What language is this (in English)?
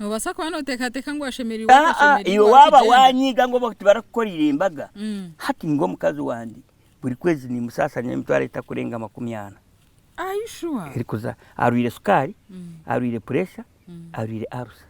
Nyankole